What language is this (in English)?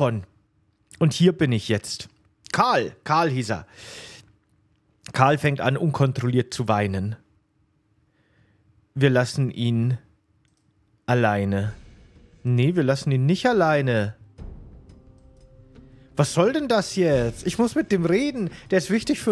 German